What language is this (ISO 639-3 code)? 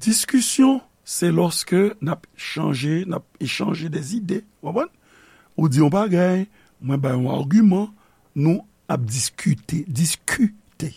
hat